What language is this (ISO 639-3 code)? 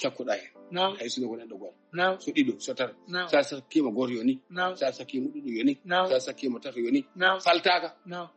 ful